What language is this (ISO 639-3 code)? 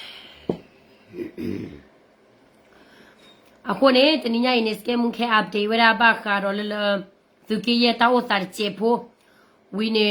ksw